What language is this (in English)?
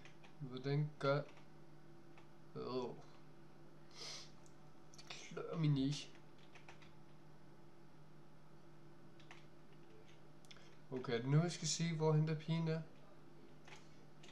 Danish